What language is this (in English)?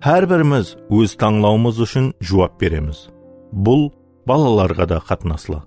Kara-Kalpak